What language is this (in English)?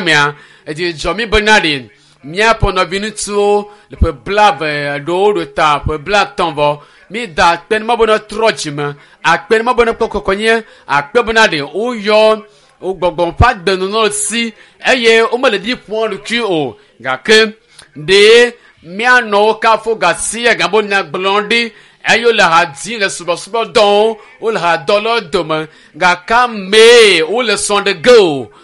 Ewe